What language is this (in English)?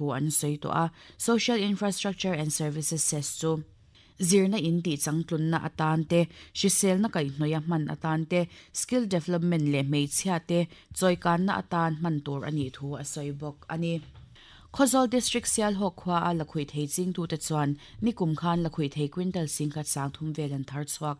Mizo